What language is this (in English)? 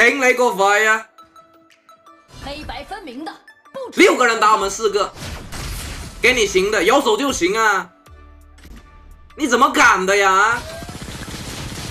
Chinese